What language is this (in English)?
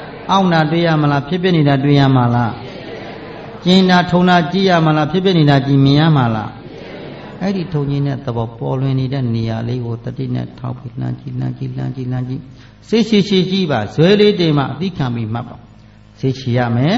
Burmese